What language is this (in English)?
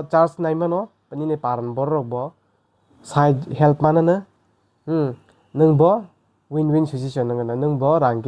Kok Borok